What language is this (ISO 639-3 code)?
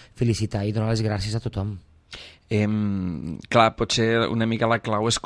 cat